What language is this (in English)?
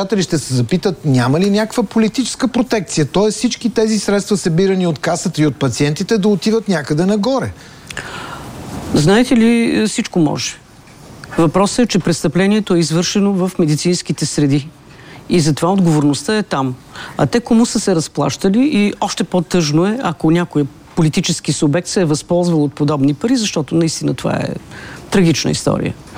Bulgarian